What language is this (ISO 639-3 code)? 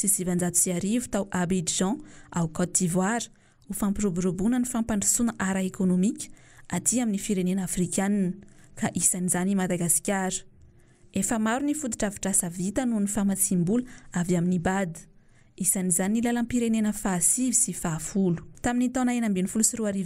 mlg